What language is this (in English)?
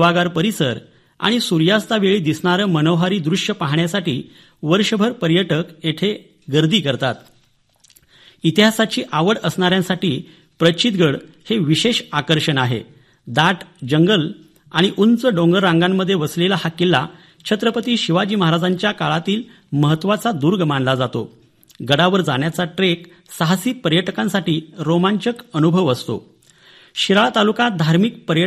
Marathi